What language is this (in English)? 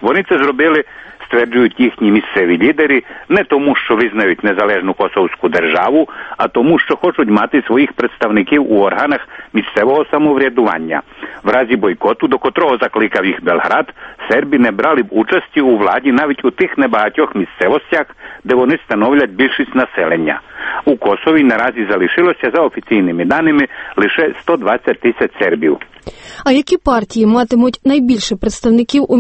Ukrainian